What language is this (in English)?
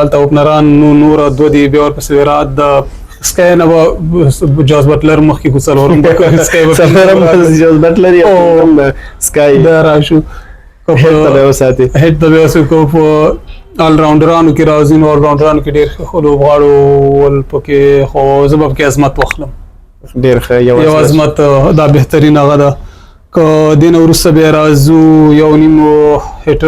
Pashto